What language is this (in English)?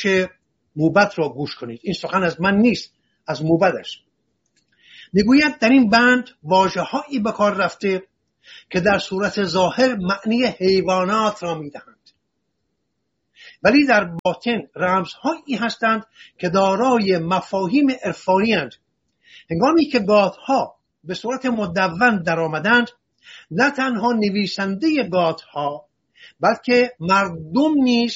Persian